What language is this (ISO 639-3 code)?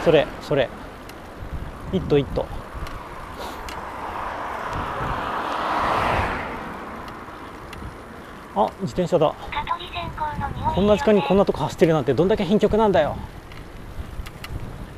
jpn